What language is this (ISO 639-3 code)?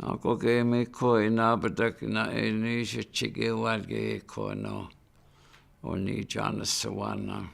ciw